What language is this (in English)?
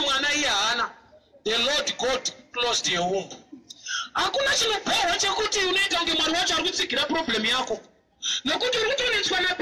Shona